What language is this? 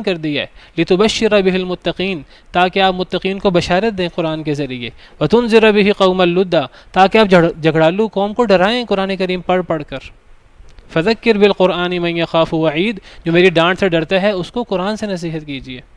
Urdu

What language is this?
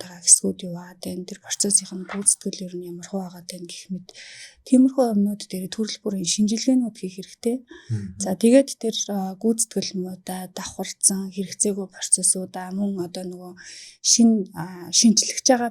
Mongolian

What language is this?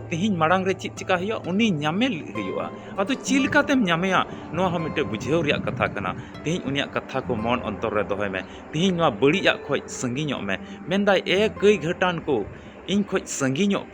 Santali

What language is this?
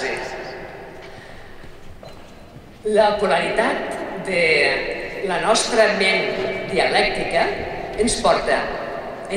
Catalan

